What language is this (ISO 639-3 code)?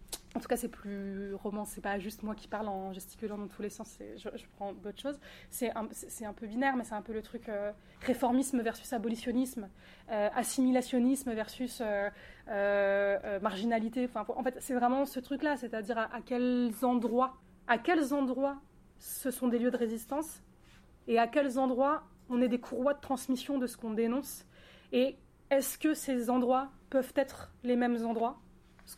fra